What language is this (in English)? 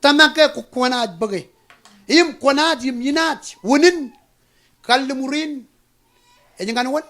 Marshallese